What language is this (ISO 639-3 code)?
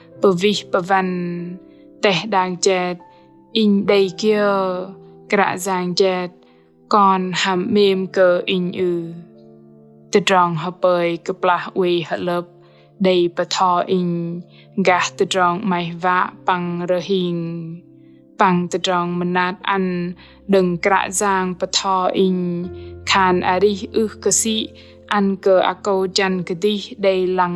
bdq